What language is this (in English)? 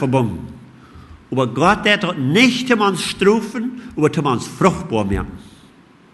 Plautdietsch